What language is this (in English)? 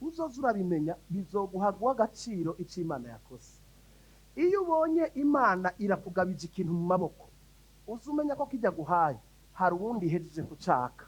Rundi